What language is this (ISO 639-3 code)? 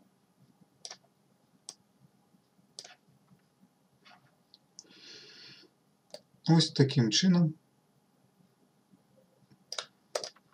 ukr